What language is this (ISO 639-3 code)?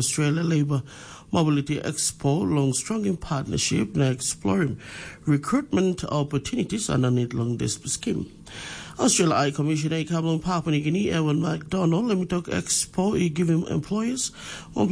tpi